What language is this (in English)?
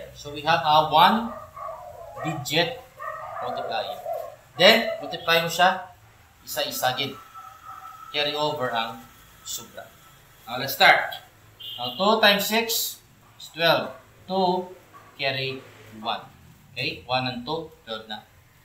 Hiligaynon